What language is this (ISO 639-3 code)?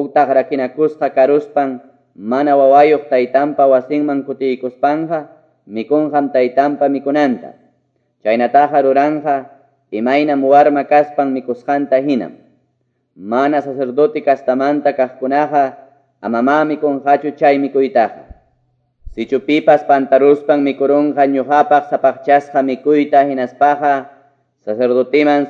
que